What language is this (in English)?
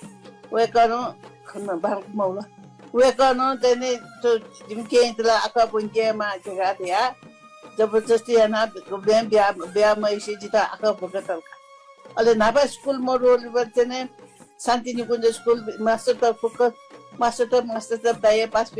Newari